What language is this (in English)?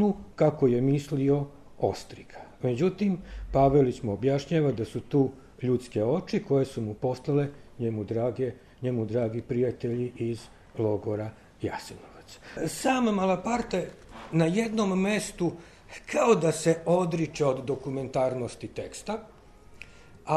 Serbian